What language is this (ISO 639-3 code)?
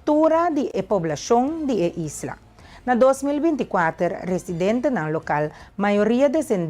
pap